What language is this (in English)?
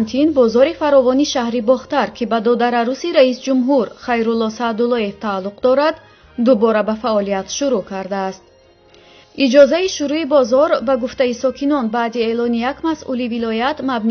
Tajik